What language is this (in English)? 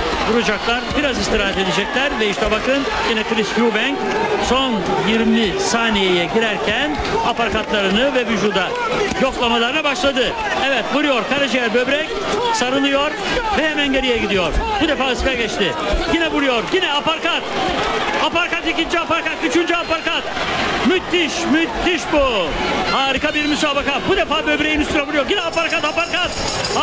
Turkish